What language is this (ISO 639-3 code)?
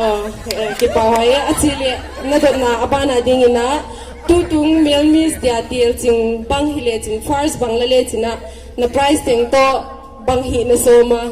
pck